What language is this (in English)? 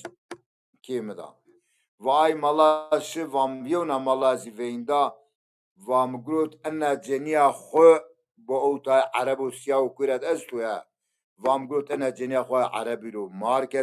Zaza